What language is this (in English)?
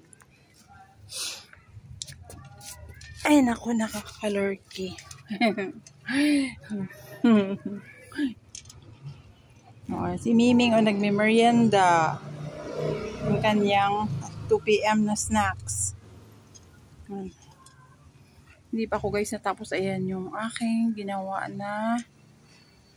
Filipino